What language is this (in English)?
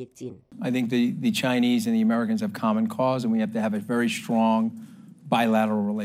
Cantonese